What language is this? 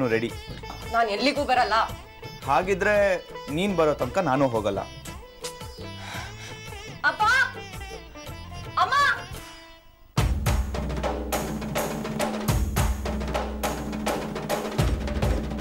Kannada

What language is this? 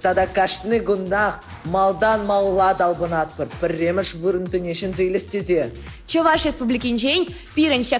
Chuvash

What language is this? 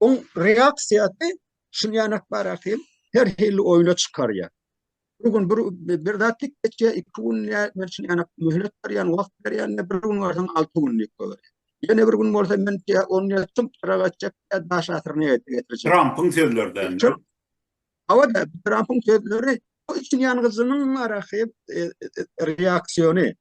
Turkmen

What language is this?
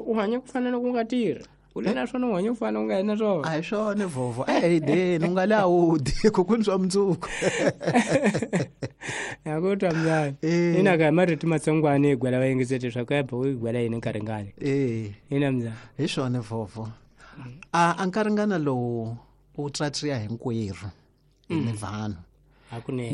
Tsonga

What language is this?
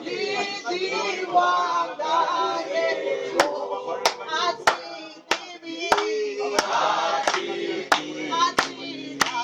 Venda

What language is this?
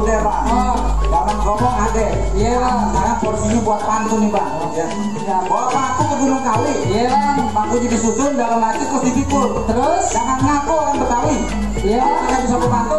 Betawi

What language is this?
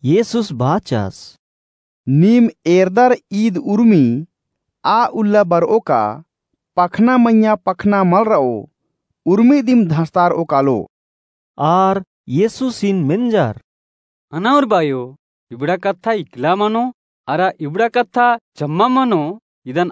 Kurukh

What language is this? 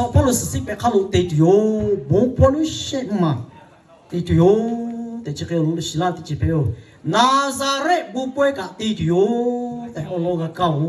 Lahu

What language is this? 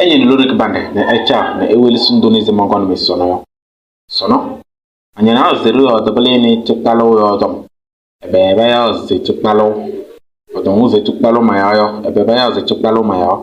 Kabiyè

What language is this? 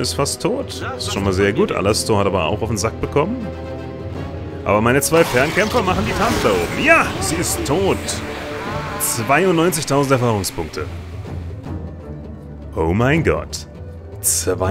German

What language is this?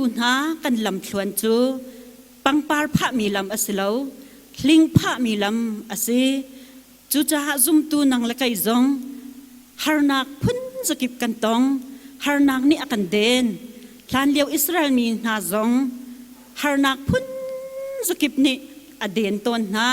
Hakha Chin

